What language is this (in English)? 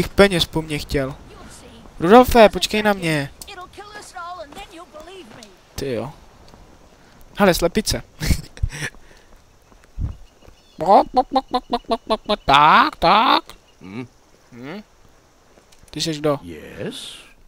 Czech